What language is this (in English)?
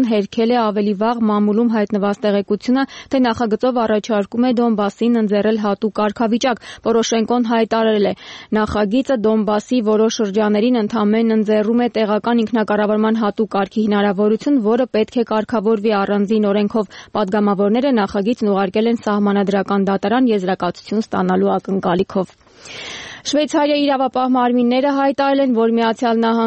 Armenian